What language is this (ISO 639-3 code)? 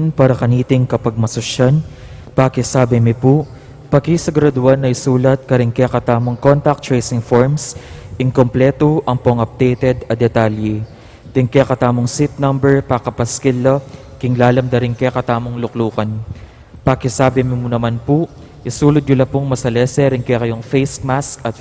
pam